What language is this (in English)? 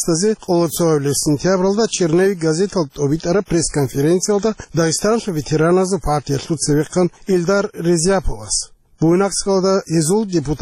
Avaric